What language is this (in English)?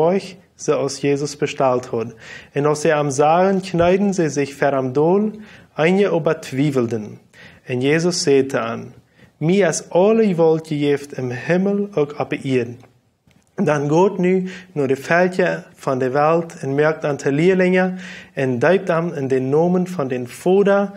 Plautdietsch